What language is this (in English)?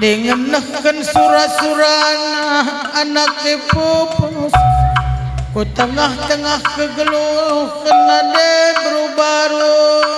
Batak Karo